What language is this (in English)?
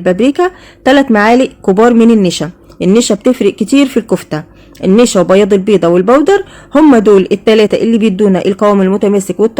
Egyptian Arabic